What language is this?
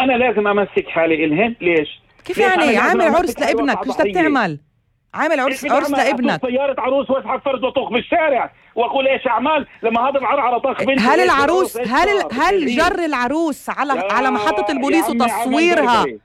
North Levantine Arabic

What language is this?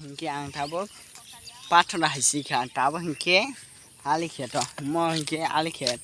Kok Borok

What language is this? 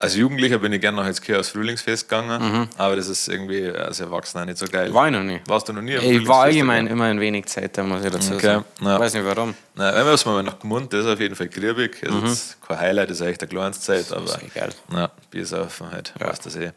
Bavarian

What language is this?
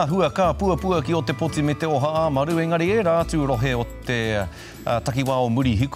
Māori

